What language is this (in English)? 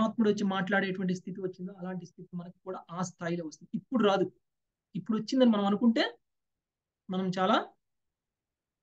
Telugu